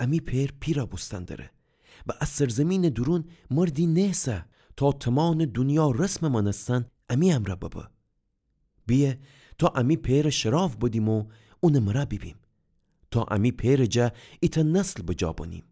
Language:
Gilaki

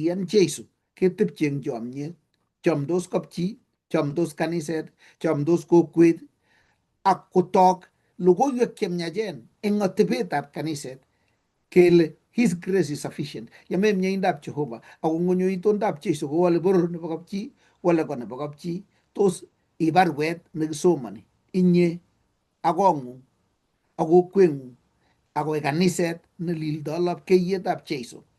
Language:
Kalenjin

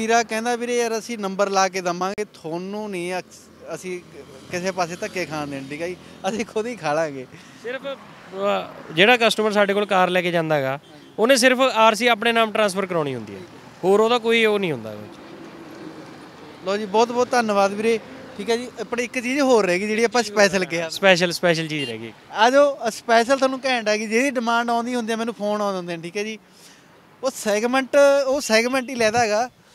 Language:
Punjabi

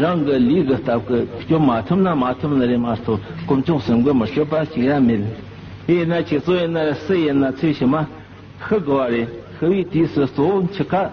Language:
Tibetan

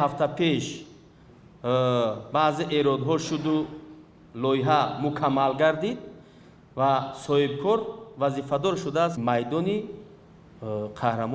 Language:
Tajik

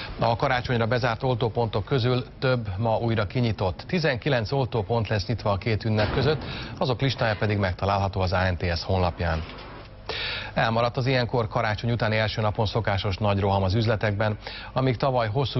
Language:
Hungarian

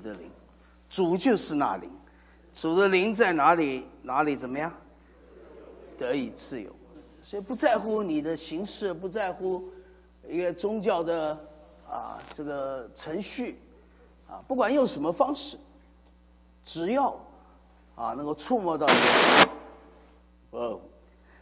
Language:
Chinese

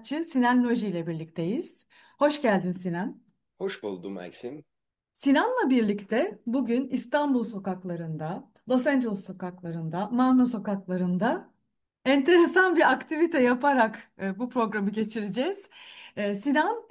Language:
Turkish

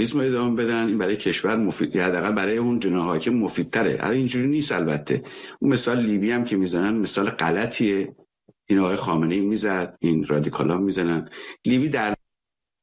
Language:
Persian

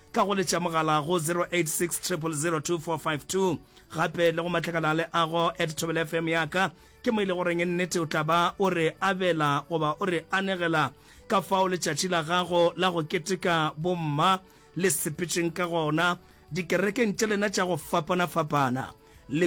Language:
Northern Sotho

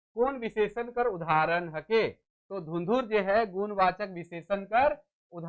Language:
Sadri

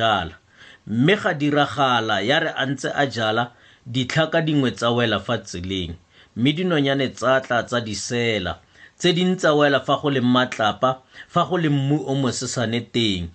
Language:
Tswana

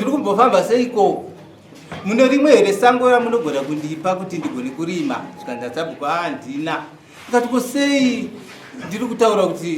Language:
Shona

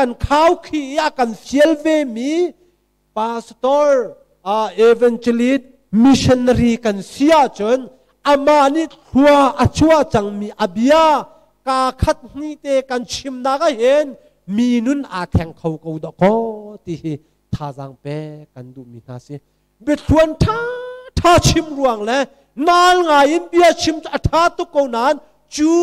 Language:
Hakha Chin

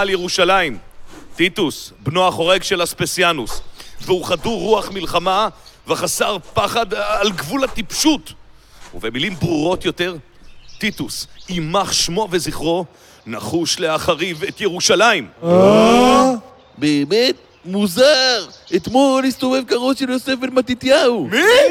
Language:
Hebrew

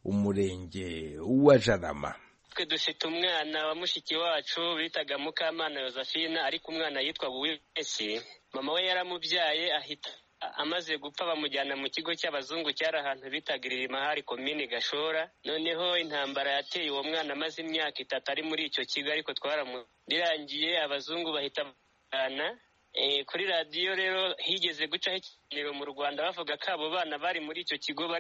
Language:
Kinyarwanda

